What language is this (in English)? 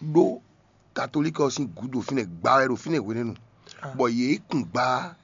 Fon